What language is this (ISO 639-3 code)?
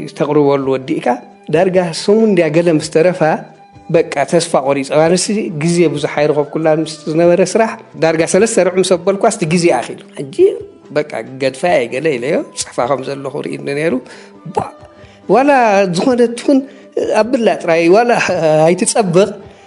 tir